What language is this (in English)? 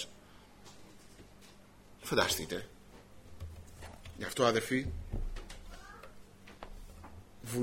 Greek